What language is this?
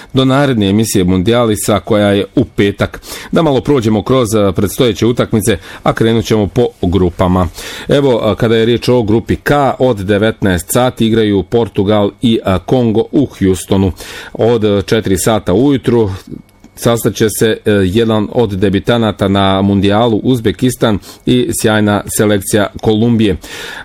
Bosnian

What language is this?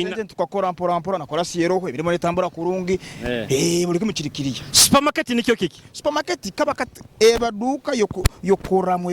Nyoro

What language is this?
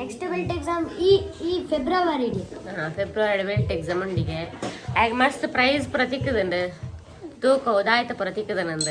Tulu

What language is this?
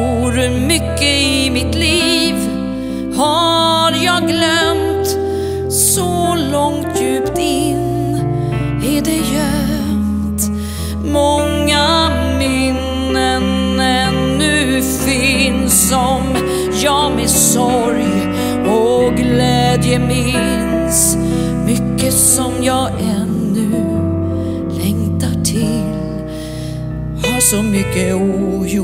Swedish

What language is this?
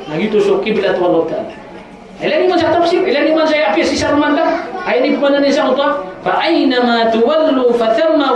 Maranao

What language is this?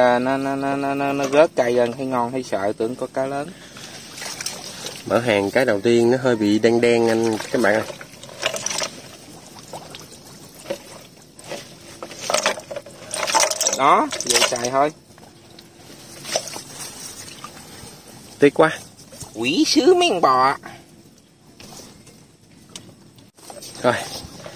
Vietnamese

